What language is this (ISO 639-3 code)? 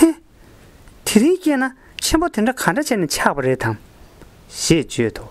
bod